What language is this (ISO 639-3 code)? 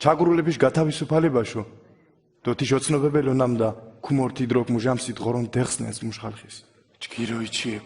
xmf